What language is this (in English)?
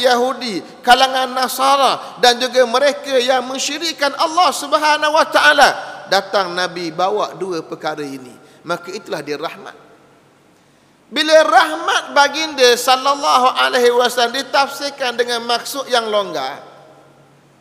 Malay